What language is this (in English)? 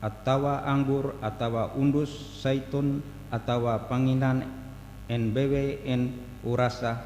Ngaju